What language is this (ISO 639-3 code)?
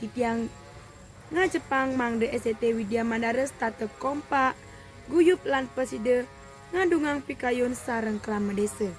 ban